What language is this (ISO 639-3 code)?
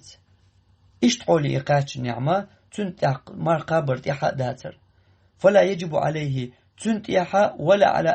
che